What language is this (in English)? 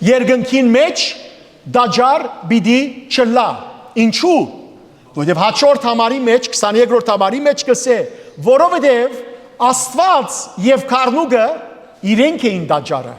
Western Armenian